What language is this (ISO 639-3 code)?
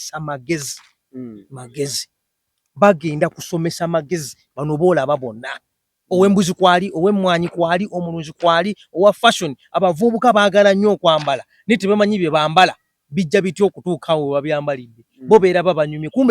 lug